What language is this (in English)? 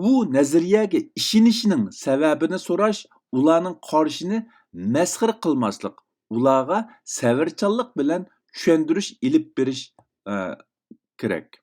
Uyghur